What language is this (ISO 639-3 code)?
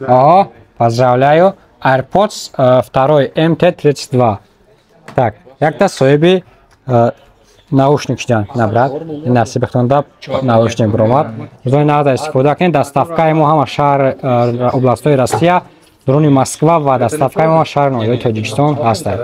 tgk